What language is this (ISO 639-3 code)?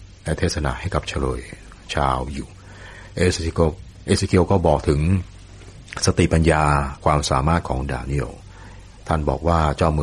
tha